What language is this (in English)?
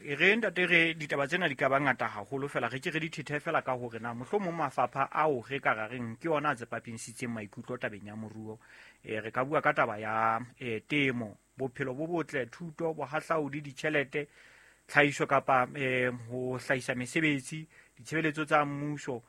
Southern Sotho